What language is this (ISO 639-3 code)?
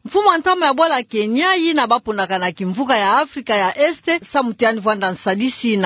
ktu